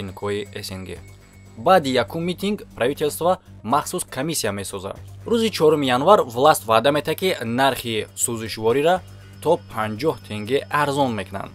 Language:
Tajik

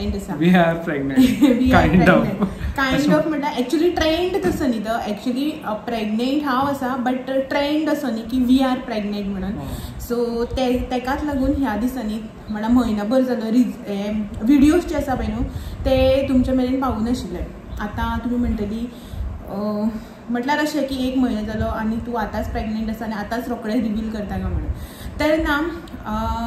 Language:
Konkani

